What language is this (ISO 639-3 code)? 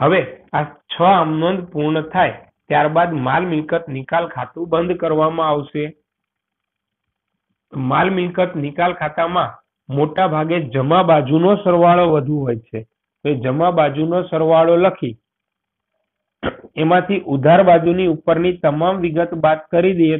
guj